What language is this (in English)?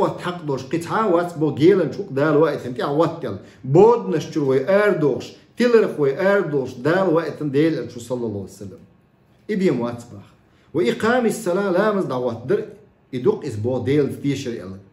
Chechen